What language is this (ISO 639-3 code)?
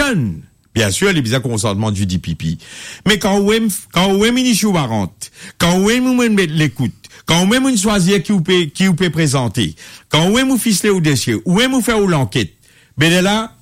mfe